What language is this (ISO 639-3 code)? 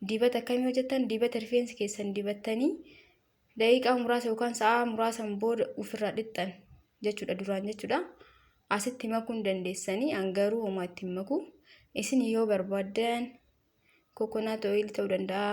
orm